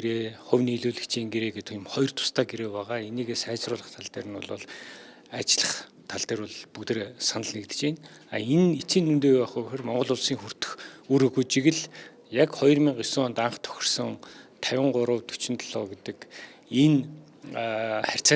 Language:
Mongolian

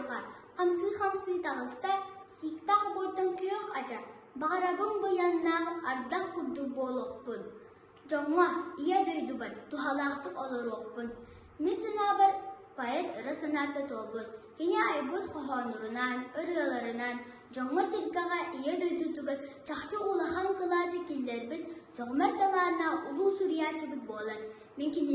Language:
Yakut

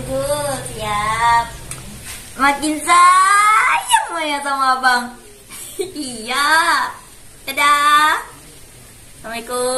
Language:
Minangkabau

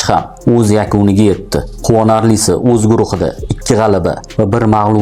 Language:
Uzbek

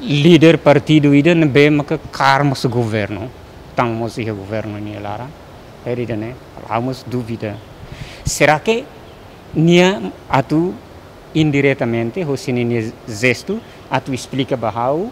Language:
Tetum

